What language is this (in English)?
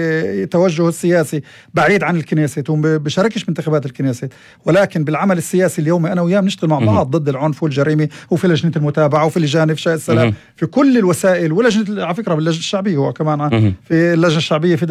North Levantine Arabic